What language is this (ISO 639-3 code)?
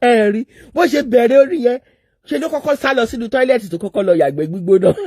yor